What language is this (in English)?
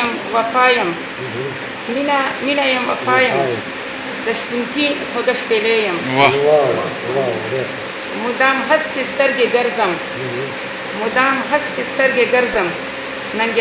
Pashto